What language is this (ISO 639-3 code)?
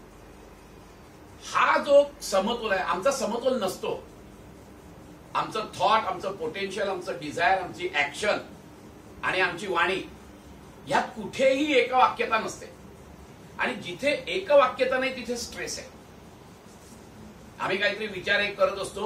mar